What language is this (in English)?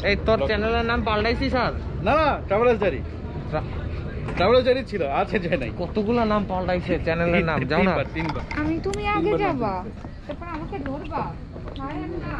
Bangla